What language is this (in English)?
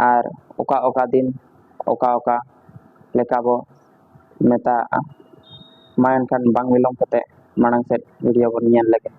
Santali